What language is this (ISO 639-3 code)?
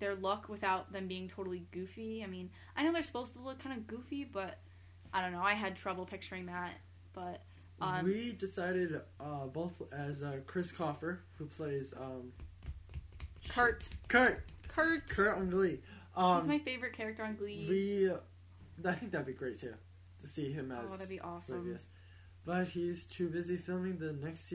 eng